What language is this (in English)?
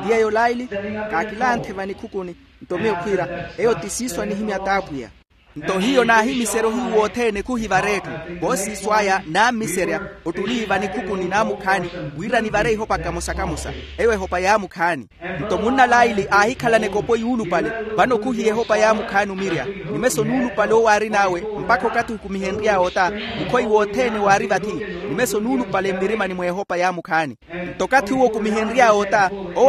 Makhuwa